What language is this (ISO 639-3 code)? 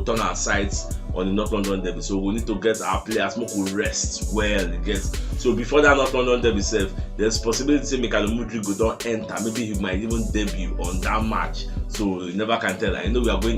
pcm